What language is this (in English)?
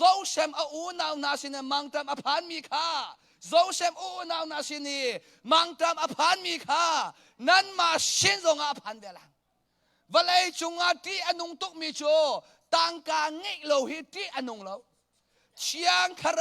Hakha Chin